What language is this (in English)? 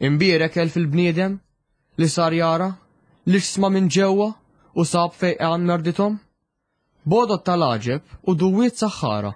Maltese